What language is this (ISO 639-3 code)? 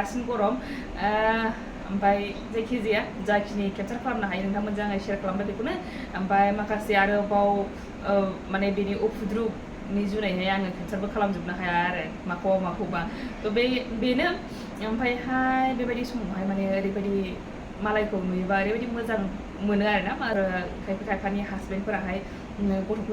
brx